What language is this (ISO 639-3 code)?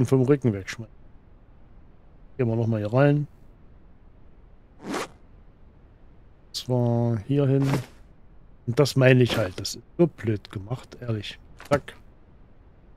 deu